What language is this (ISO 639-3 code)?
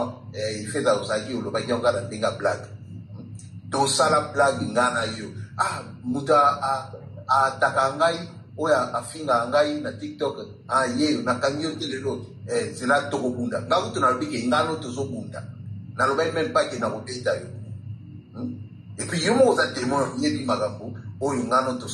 lin